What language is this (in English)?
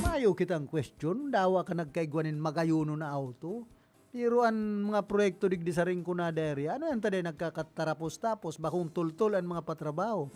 Bikol